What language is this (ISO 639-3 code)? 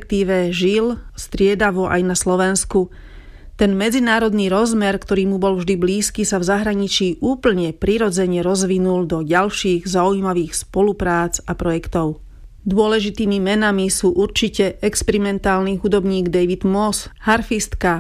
slk